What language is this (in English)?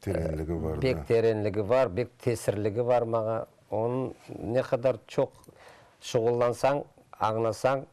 Crimean Tatar